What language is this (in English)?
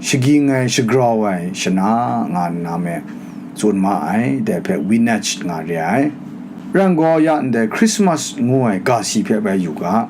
Kachin